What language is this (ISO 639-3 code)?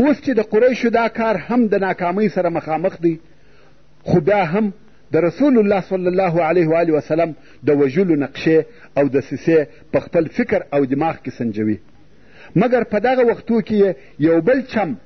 pus